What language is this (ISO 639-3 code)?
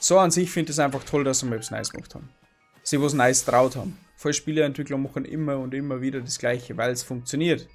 bar